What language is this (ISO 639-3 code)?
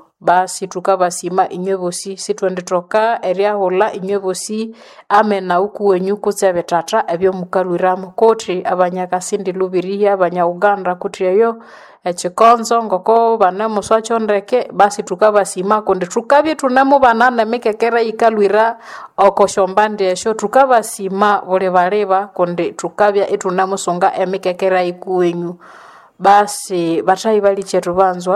nnb